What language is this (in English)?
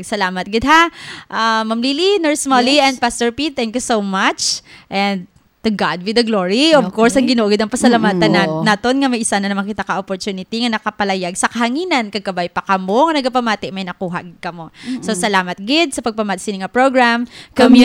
Hiligaynon